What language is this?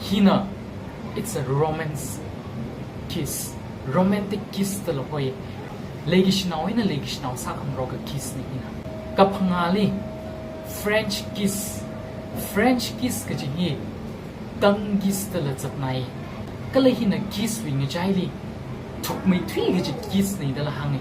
Tangkhul Naga (India)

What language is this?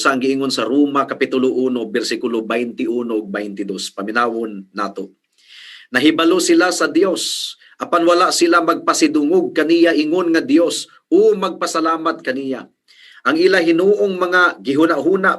Cebuano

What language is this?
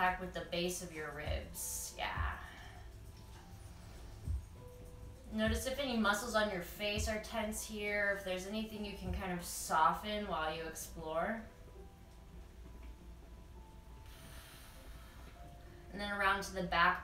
English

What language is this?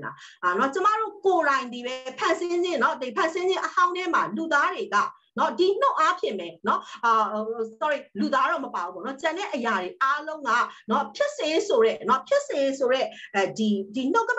Burmese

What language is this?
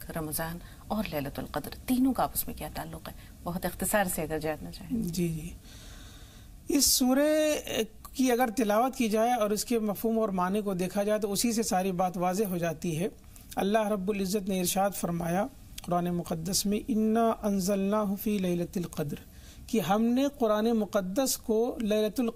Urdu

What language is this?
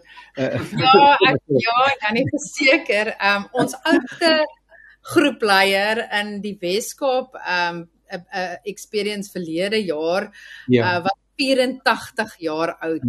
Afrikaans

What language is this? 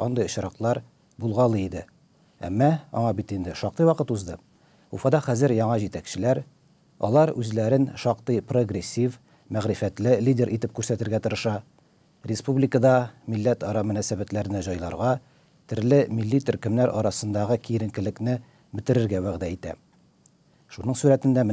Tatar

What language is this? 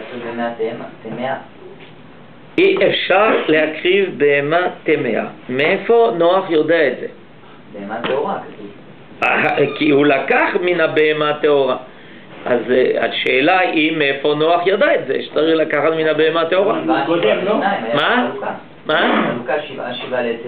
Hebrew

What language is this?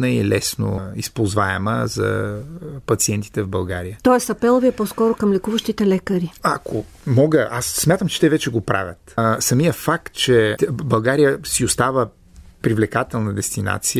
Bulgarian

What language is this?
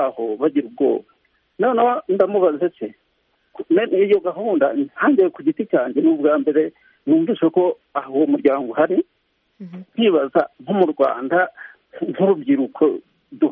Kinyarwanda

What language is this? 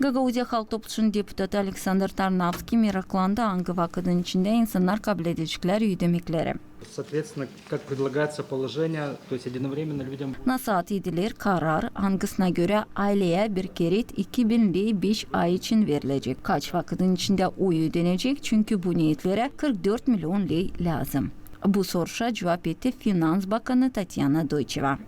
Gagauz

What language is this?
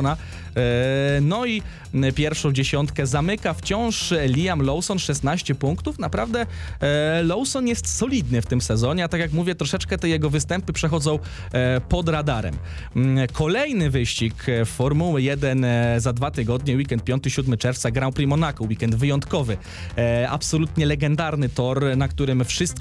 Polish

